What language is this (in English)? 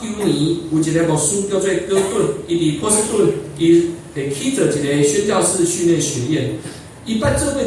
Min Nan Chinese